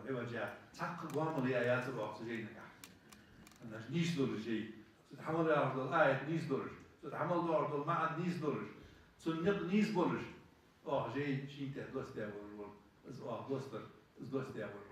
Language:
Ingush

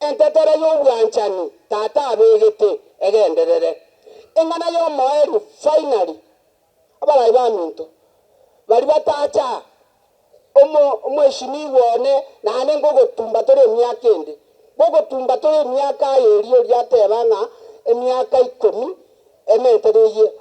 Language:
Gusii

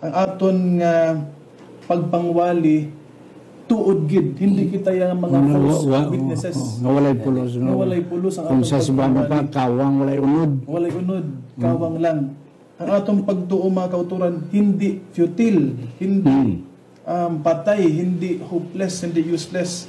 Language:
Hiligaynon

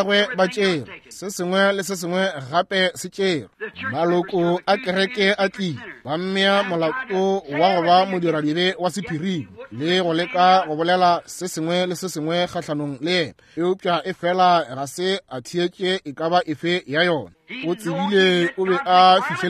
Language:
Northern Sotho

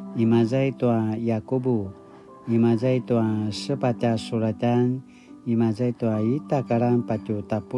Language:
Paiwan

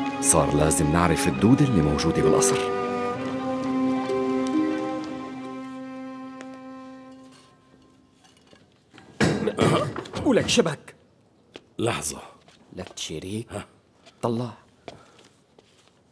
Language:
North Levantine Arabic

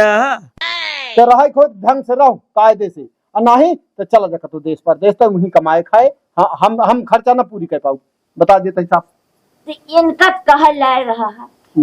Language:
Awadhi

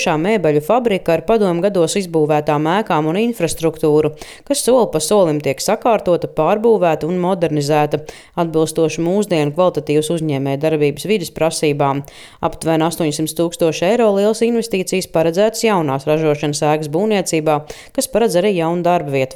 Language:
Latvian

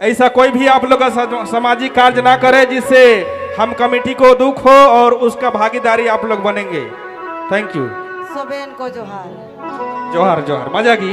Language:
Sadri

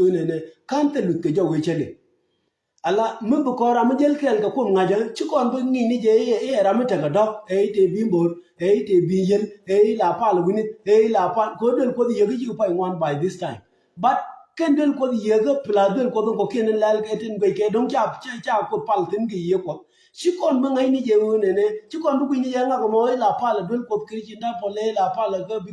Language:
Nuer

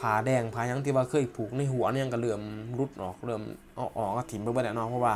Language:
Lao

